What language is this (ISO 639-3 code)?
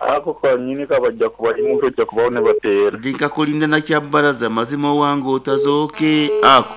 nyn